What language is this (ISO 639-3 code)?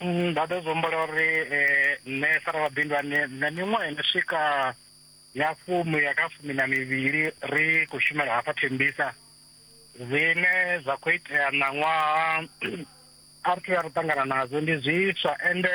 ven